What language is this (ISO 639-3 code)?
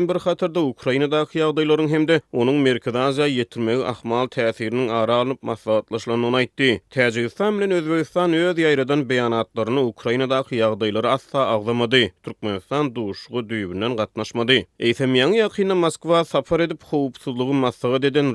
tuk